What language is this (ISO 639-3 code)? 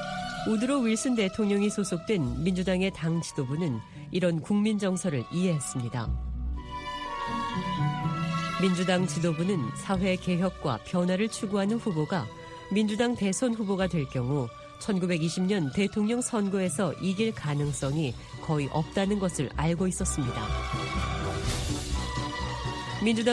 kor